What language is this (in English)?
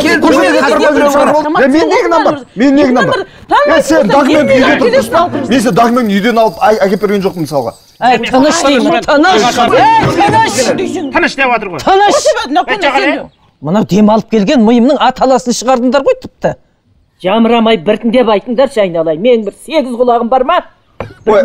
Kazakh